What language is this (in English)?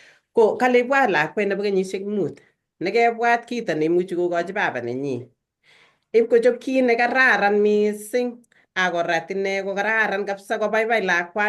Kalenjin